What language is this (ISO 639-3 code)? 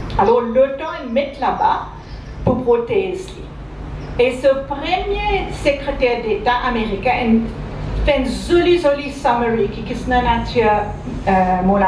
mfe